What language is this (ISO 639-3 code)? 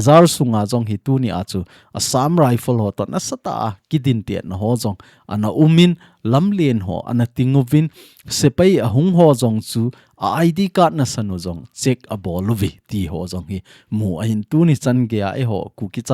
tcz